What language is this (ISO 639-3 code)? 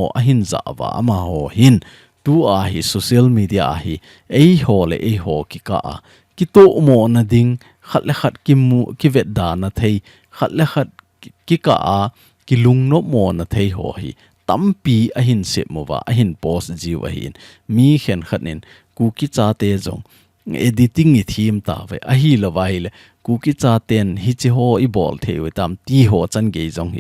tcz